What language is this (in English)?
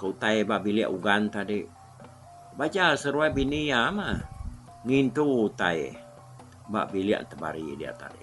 Iban